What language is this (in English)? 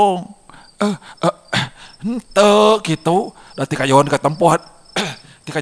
Sundanese